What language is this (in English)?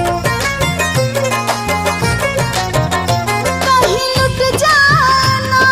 Bhojpuri